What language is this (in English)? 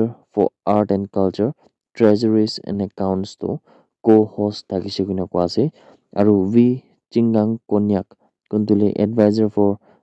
Naga Pidgin